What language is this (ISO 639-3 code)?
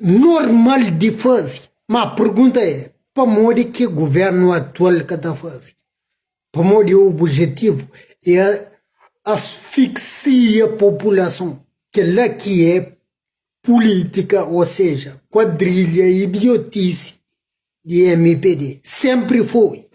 kea